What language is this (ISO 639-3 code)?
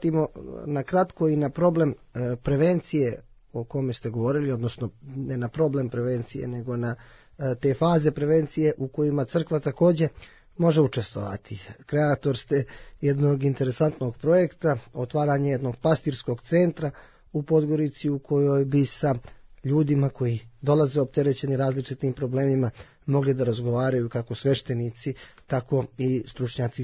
srp